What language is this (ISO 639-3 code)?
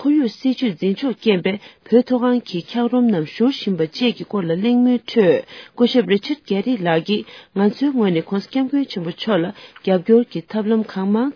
bod